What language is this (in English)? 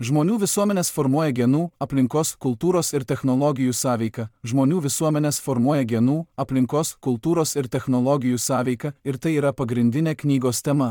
Lithuanian